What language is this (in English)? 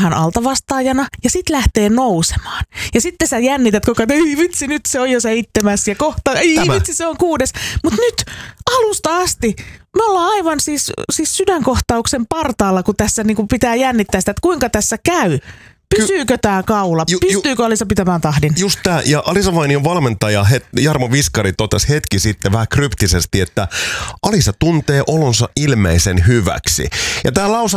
Finnish